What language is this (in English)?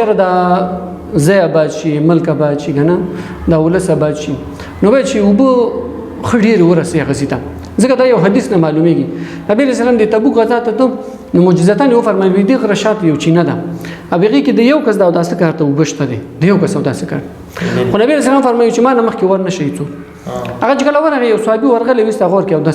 Pashto